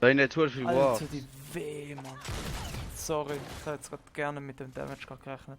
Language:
Swiss German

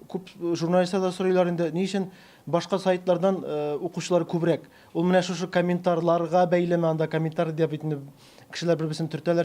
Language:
Tatar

